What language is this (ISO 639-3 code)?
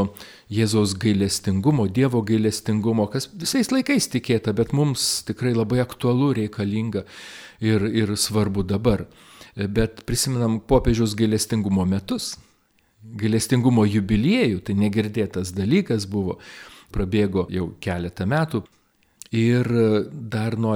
lit